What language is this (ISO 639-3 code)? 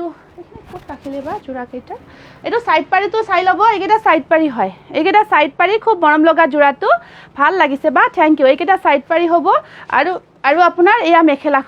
asm